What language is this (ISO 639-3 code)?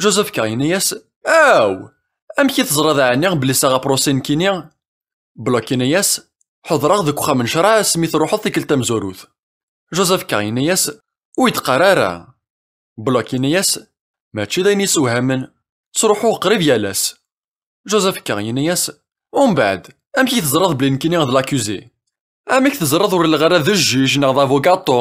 kab